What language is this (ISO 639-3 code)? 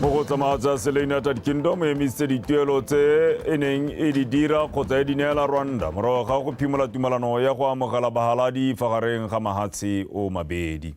tsn